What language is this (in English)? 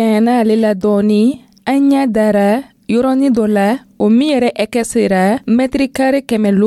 Dyula